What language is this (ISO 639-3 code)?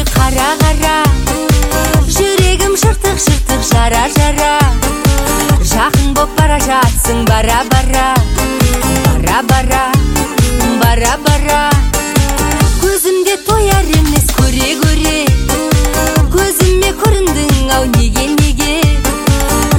kaz